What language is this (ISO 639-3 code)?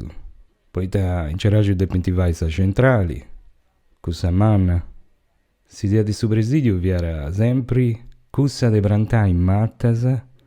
srd